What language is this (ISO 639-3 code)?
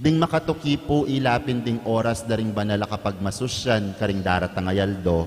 pam